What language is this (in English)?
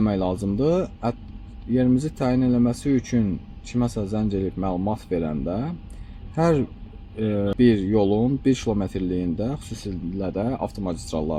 Azerbaijani